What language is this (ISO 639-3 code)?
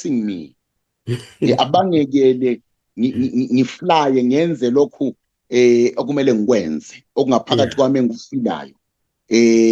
zul